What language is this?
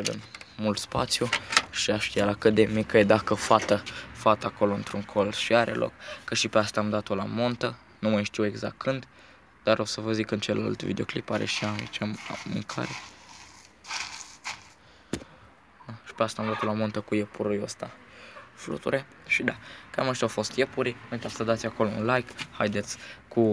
Romanian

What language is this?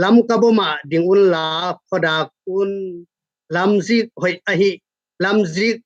Tedim Chin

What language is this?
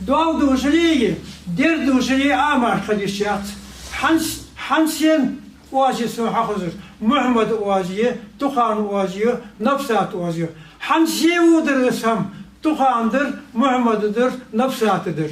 Ingush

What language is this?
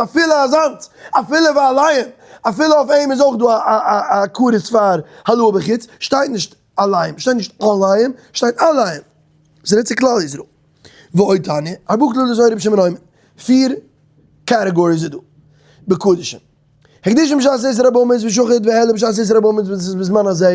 Yiddish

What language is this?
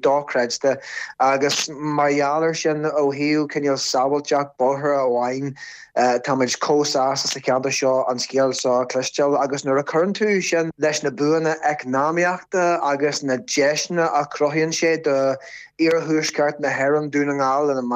Irish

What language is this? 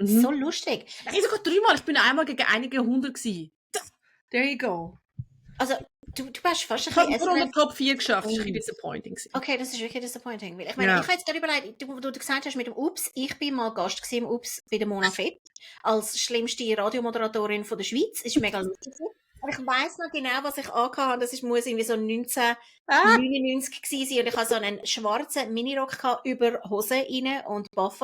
Swiss German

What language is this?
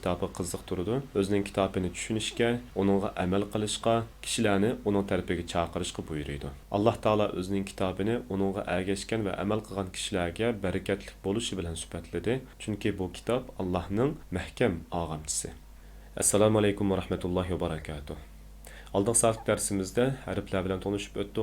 Uyghur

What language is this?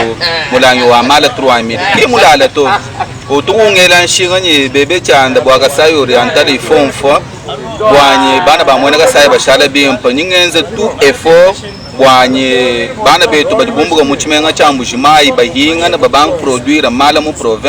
Luba-Lulua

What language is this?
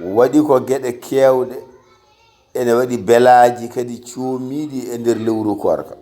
Fula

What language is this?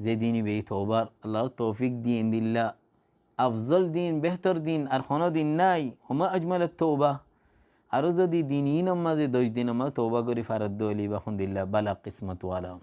Rohingya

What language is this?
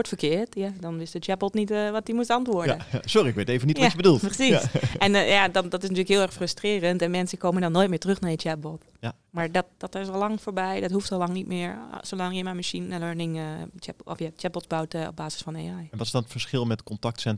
Dutch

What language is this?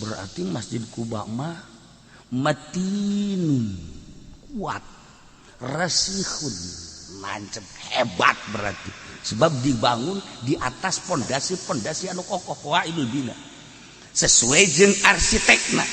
Sundanese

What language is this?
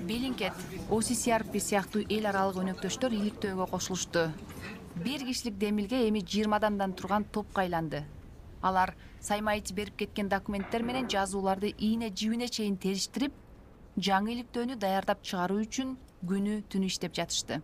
Kyrgyz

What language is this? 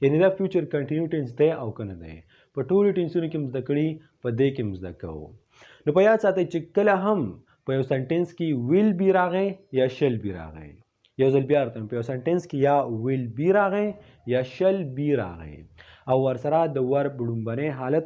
Pashto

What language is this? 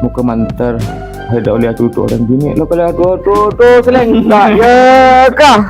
Madurese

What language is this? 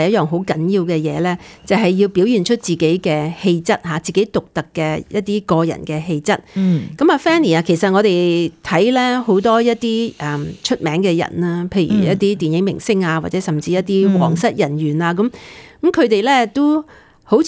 Cantonese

